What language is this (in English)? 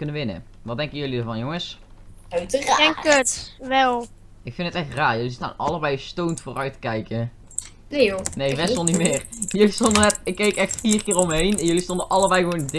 Dutch